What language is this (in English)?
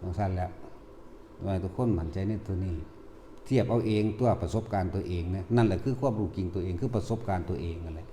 Northeastern Thai